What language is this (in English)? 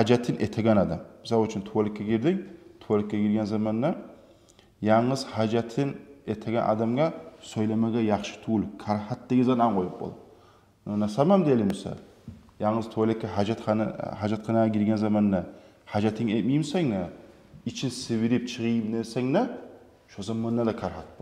Kumyk